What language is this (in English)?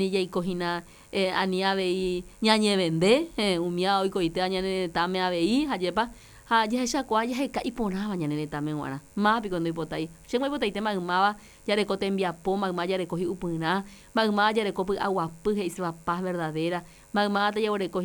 Guarani